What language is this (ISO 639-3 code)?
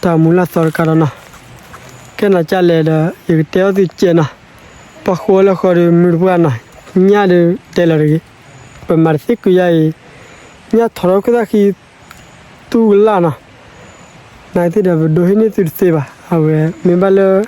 ksw